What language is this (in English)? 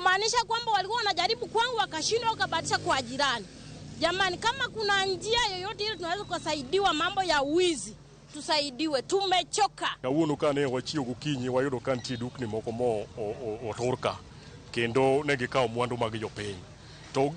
Luo (Kenya and Tanzania)